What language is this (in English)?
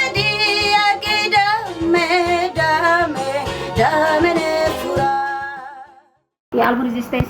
Tetum